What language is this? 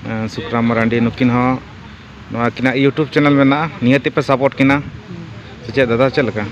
Santali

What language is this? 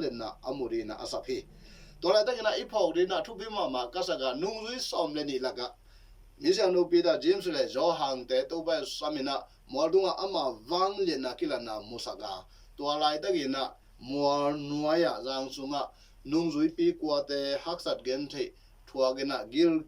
Tedim Chin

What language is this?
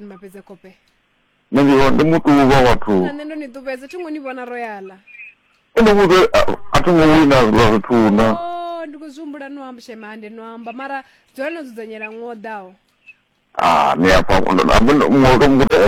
Venda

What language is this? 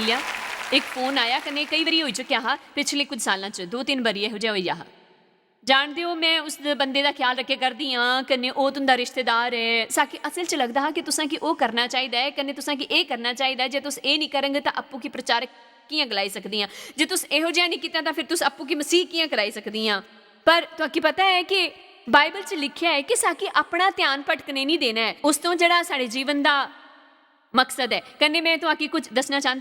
Dogri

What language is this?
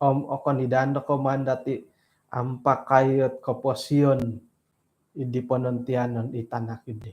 Central Dusun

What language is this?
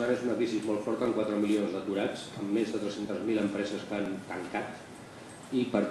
Catalan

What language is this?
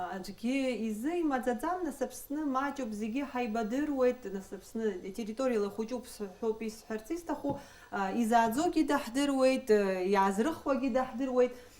Abkhazian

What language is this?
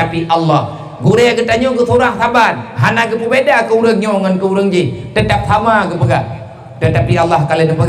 Achinese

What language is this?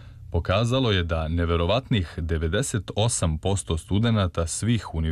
Serbian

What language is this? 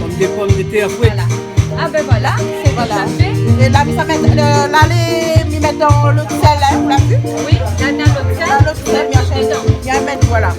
Réunion Creole French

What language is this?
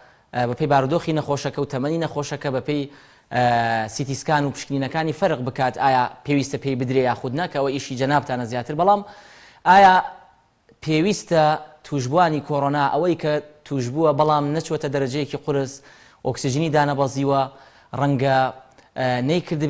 Central Kurdish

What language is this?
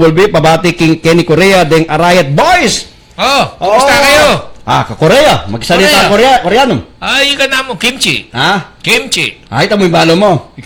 Pampanga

